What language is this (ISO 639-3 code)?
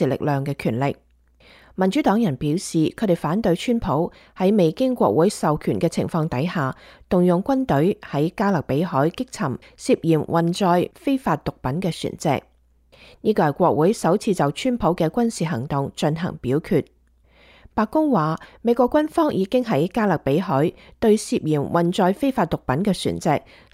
yue